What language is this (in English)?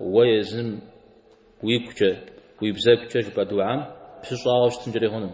Kabardian